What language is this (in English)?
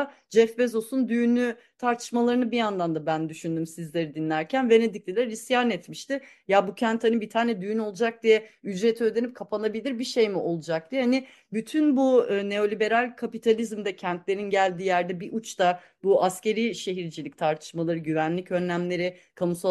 Turkish